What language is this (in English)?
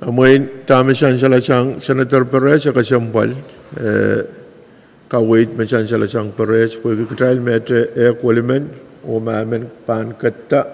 Pohnpeian